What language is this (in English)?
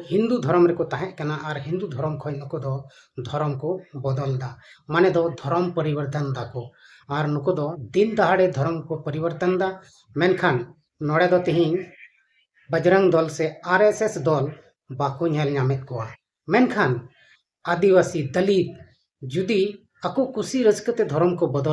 Santali